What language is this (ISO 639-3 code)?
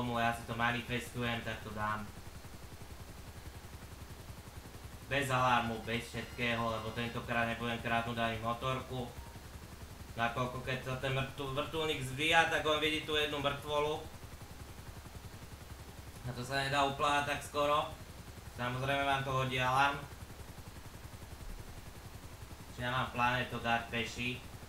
slk